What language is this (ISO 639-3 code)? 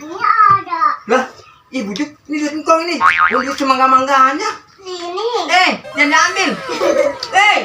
bew